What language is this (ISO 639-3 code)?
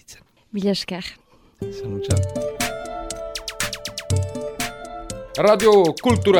eus